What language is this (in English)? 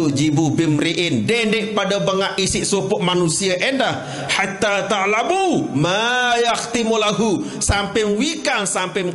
Sasak